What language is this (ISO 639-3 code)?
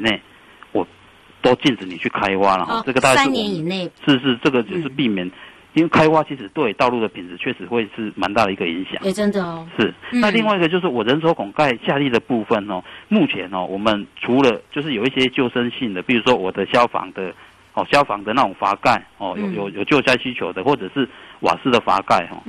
zho